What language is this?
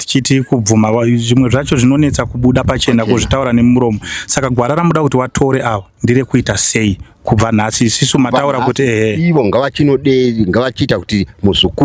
Shona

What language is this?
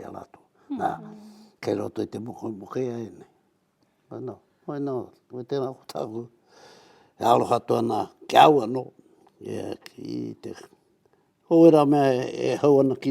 Māori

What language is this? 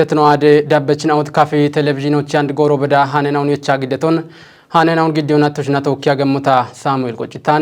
Kafa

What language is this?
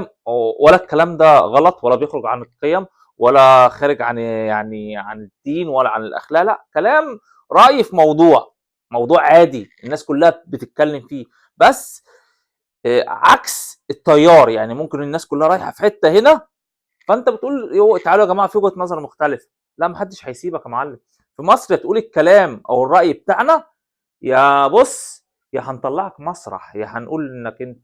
Egyptian Arabic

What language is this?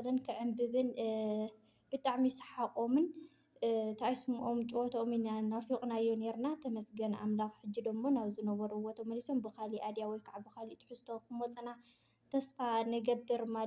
Tigrinya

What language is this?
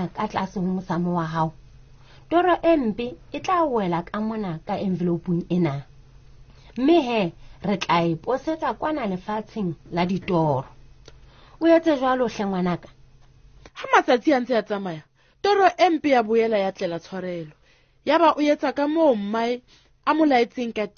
Southern Sotho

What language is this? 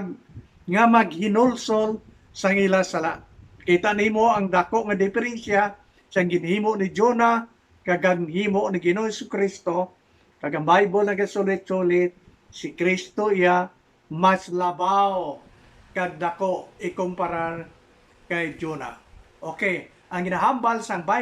Hiligaynon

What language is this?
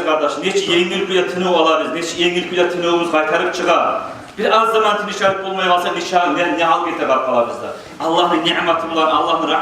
Kumyk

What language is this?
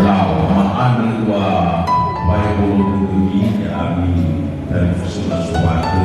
Nias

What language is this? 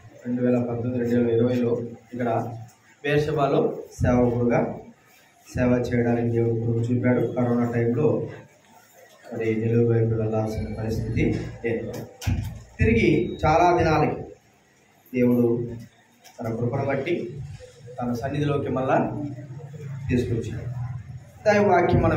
Telugu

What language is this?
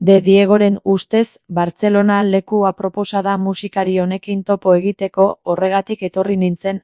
Basque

